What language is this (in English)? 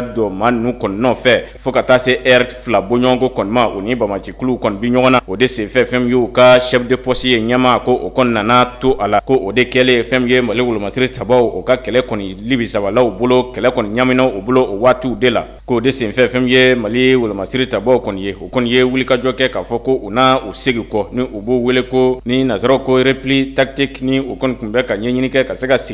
Bambara